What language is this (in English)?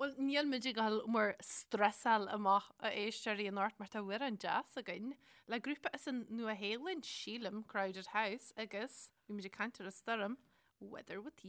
Irish